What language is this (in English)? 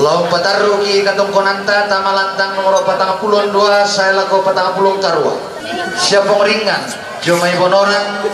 Toraja-Sa'dan